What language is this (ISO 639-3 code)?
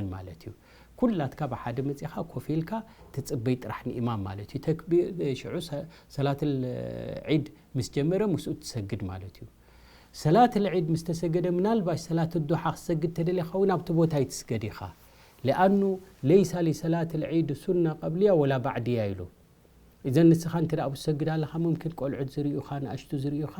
tir